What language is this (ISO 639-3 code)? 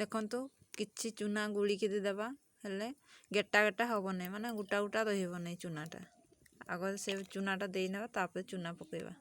ori